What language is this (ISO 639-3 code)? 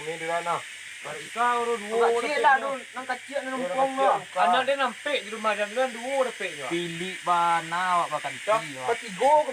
min